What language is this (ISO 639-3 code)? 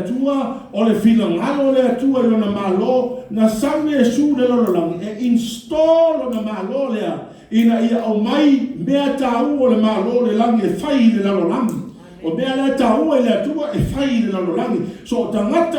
smo